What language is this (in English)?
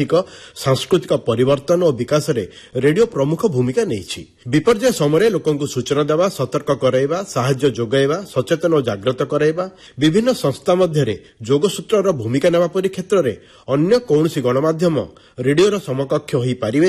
Odia